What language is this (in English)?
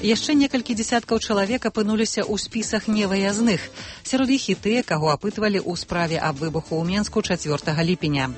Belarusian